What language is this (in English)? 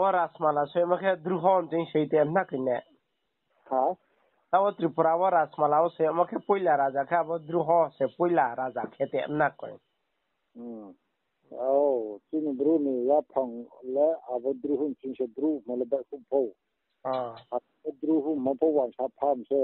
Riang (India)